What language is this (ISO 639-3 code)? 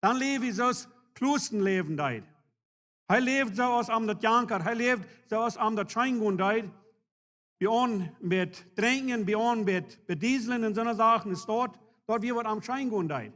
pdt